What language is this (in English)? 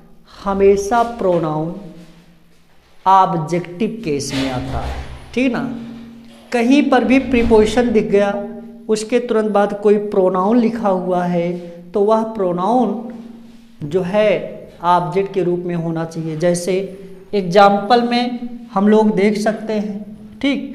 Hindi